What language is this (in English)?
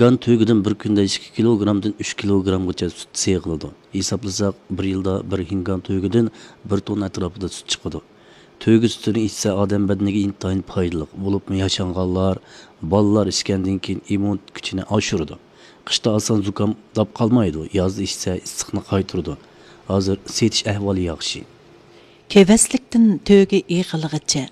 Uyghur